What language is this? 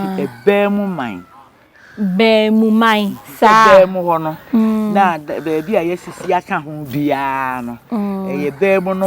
Akan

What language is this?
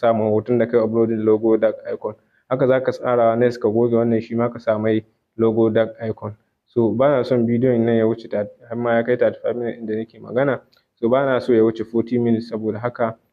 Hausa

